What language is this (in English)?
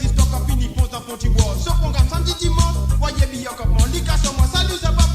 Morisyen